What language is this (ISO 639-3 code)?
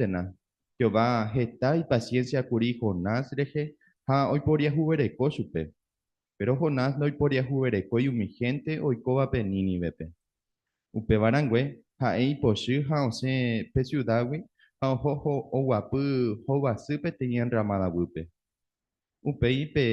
grn